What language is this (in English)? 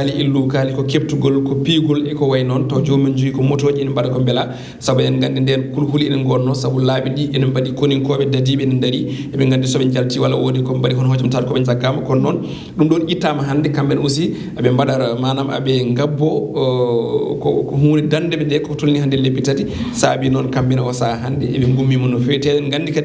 Fula